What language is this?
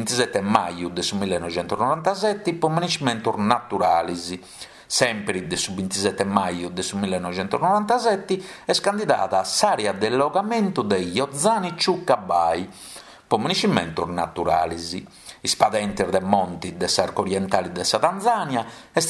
Sardinian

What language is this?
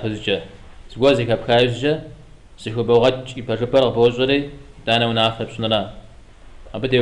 Kabardian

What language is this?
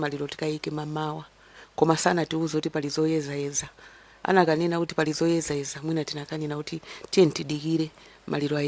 Nyanja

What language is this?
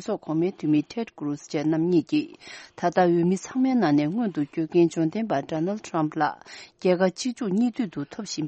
Tibetan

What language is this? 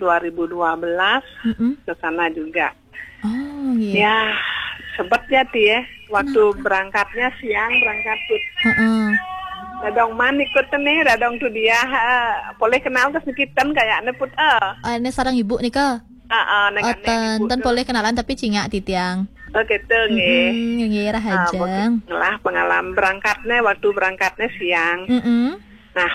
Balinese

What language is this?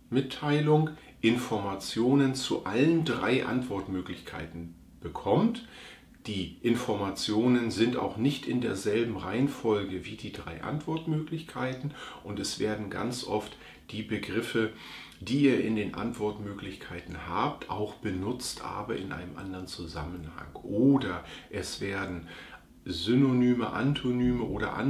German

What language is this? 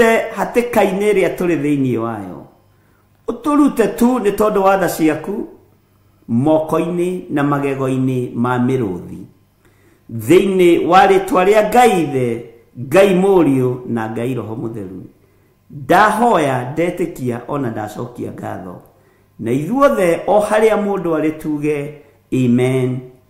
Kikuyu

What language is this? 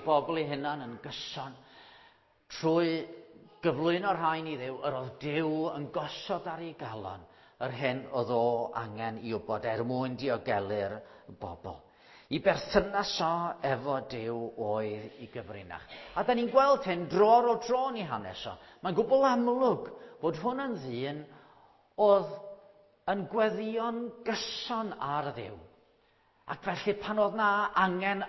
Welsh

